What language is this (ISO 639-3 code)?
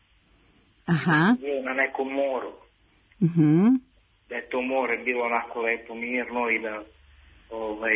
srp